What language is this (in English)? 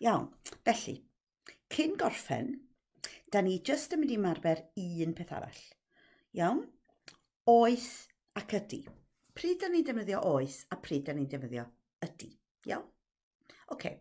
Welsh